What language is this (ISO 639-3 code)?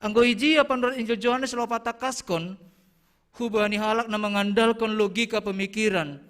bts